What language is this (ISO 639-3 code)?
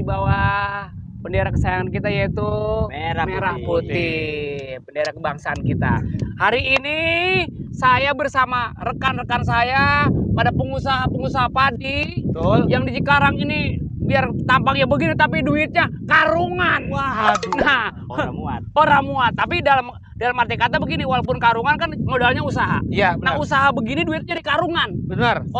bew